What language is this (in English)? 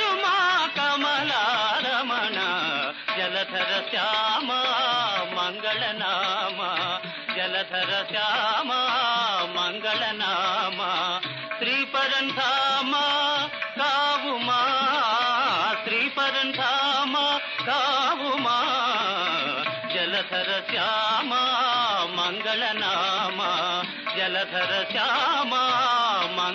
Telugu